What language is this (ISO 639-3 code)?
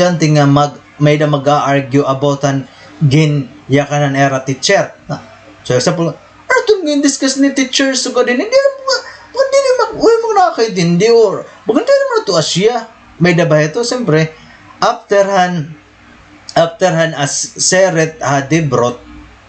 war